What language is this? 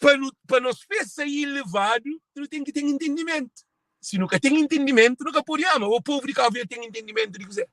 Kabuverdianu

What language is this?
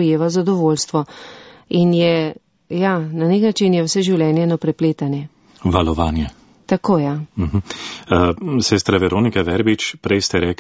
Slovenian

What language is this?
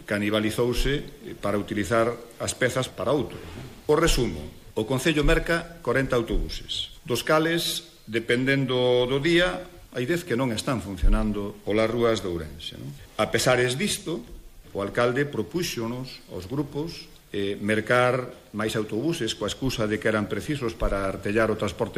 Galician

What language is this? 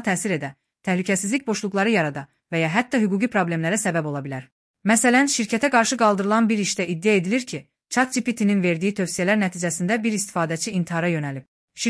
Azerbaijani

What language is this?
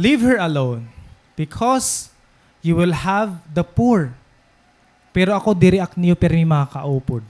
Waray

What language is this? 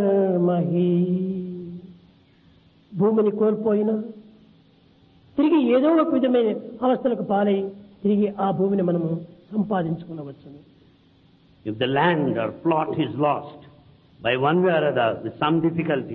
Telugu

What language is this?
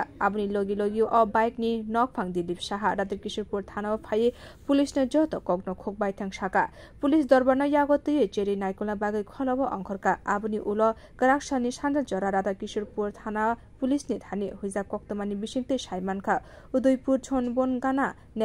Kok Borok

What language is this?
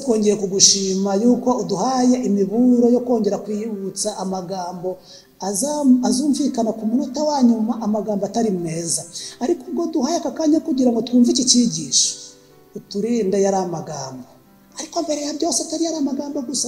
Kinyarwanda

